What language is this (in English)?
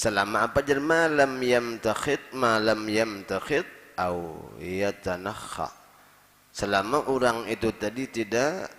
Banjar